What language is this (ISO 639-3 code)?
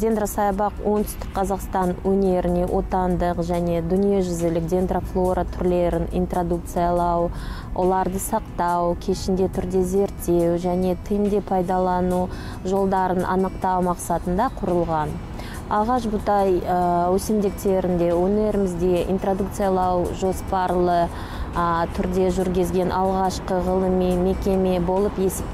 kaz